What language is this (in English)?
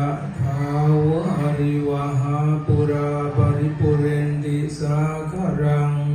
Pali